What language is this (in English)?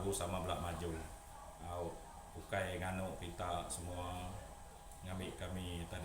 Iban